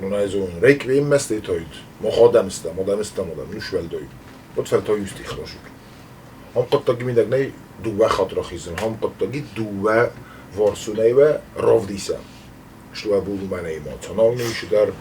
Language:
Ossetic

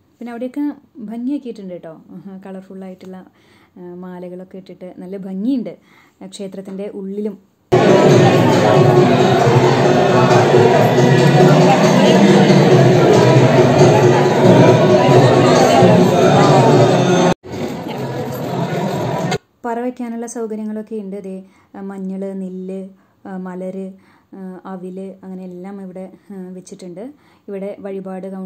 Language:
Malayalam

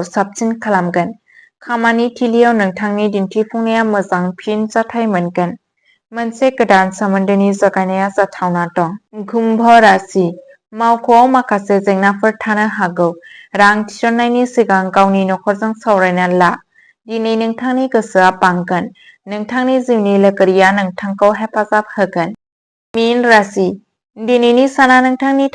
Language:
Bodo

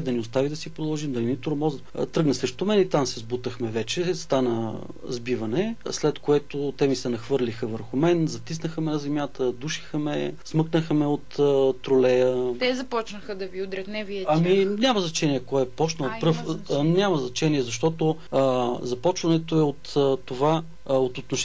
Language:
Bulgarian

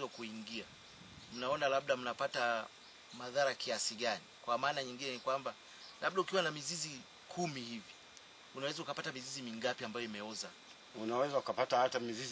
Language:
Swahili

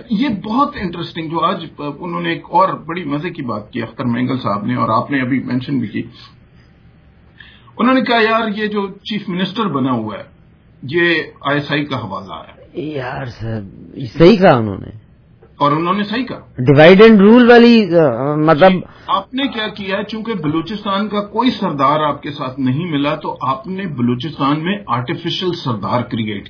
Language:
Urdu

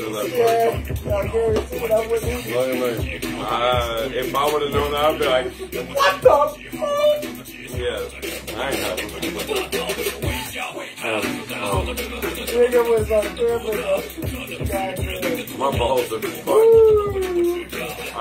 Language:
English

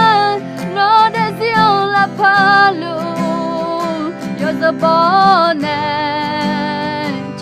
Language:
Akha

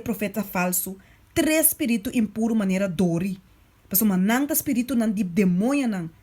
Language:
Papiamento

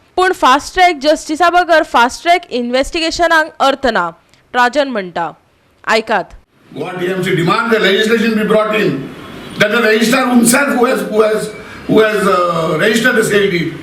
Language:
Konkani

